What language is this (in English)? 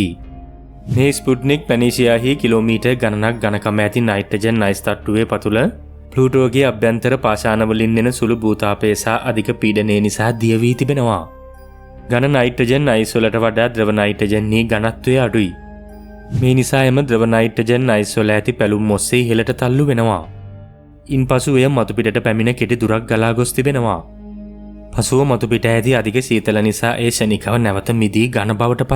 Sinhala